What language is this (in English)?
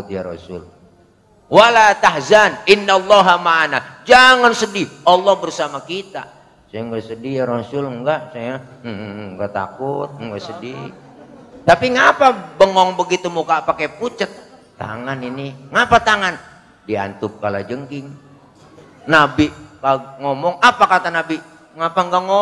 Betawi